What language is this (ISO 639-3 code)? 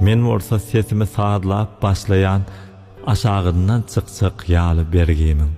tuk